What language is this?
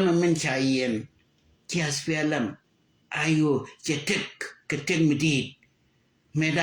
Nuer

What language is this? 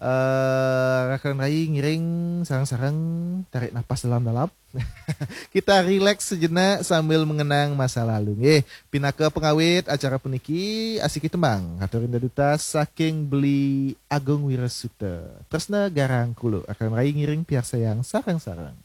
Balinese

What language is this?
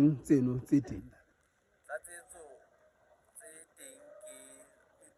Southern Sotho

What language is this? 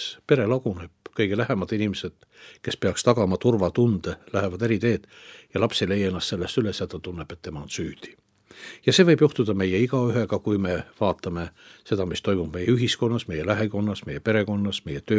Estonian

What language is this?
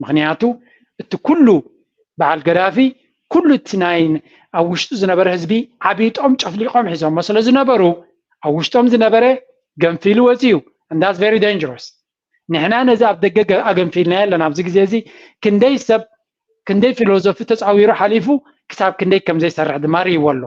Tigrinya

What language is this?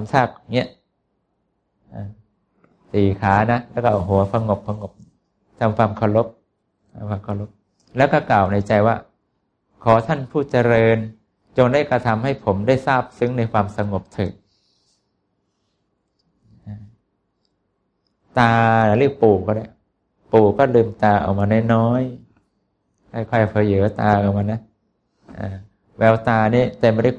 Thai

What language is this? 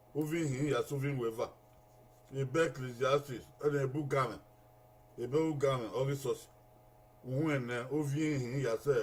Bini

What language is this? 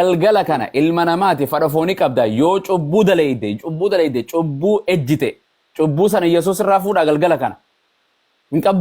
Oromo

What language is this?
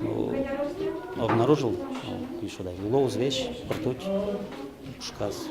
Udmurt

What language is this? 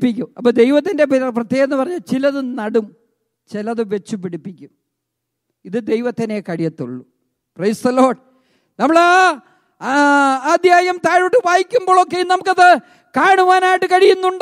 Malayalam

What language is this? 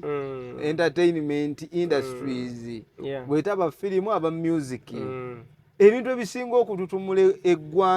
Ganda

